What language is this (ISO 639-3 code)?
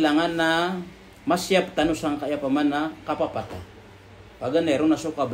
mrw